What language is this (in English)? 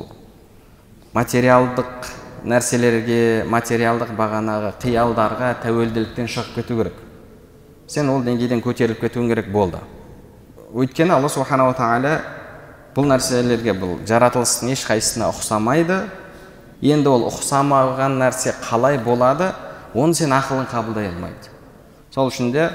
Kazakh